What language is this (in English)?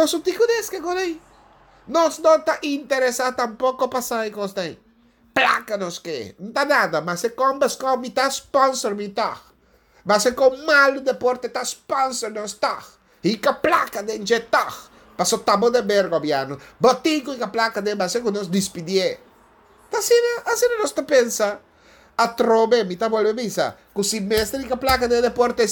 Papiamento